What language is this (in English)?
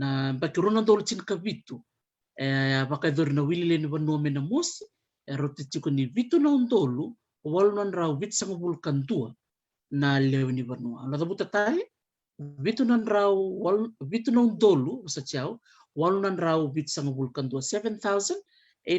Fijian